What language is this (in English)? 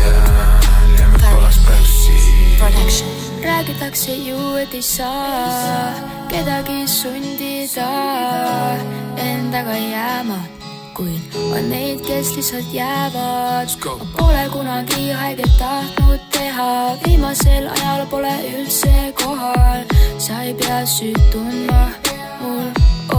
Estonian